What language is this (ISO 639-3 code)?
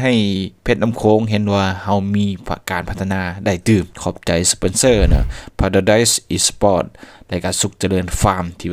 lao